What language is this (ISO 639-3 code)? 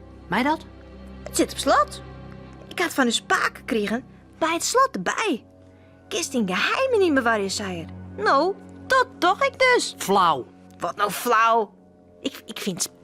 fry